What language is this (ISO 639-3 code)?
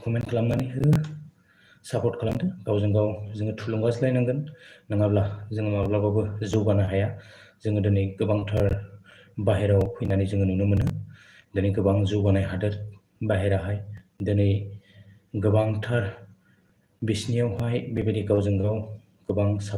brx